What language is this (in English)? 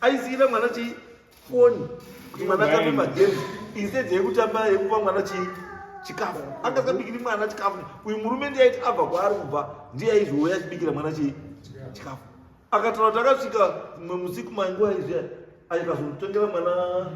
Shona